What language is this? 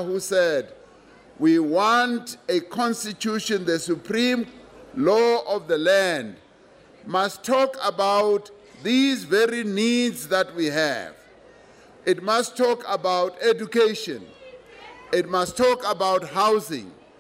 English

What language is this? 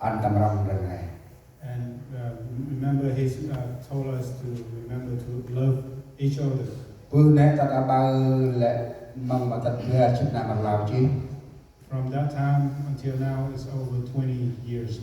Central Mnong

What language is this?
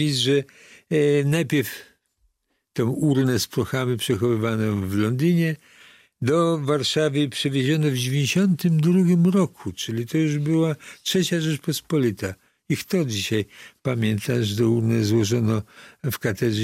Polish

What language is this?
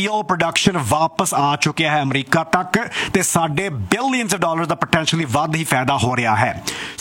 Punjabi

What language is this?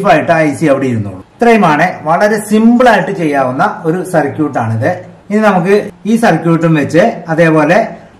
Malayalam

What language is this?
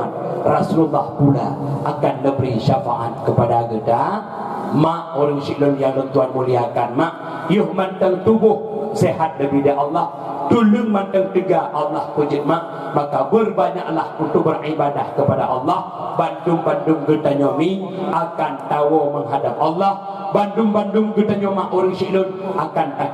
Achinese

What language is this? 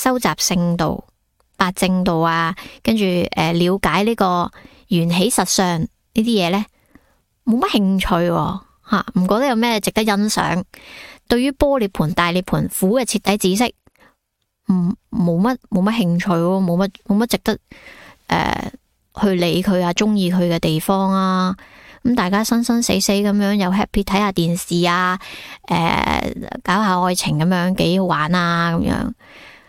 Cantonese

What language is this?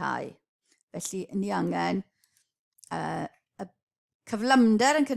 Welsh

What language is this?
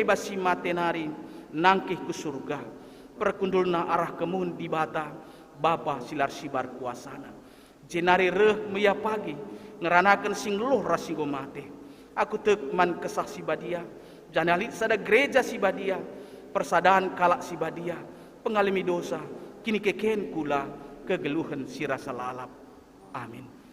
Batak Karo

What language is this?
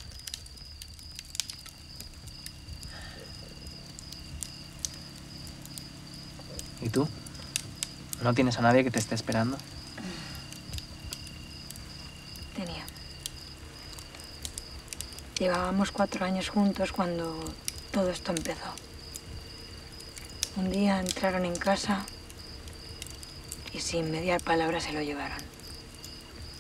Spanish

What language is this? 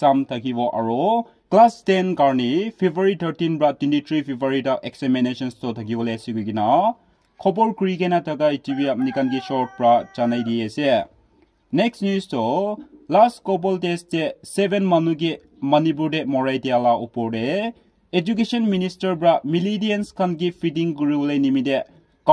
Naga Pidgin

